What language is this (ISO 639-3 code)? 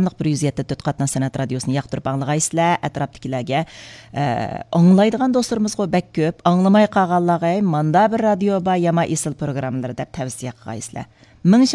uig